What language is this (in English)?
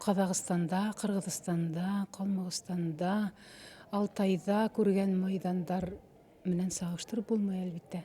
Bashkir